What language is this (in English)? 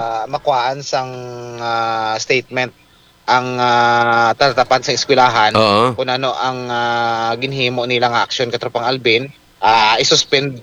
Hiligaynon